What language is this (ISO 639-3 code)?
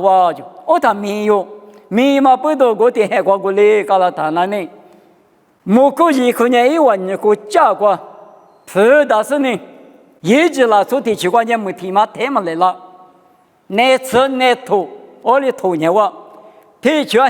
lis